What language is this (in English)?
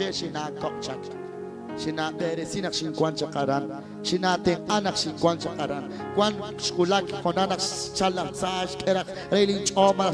Kekchí